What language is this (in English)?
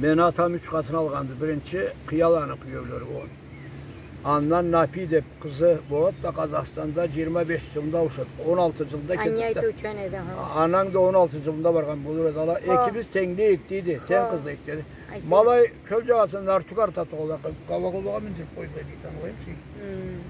Karachay-Balkar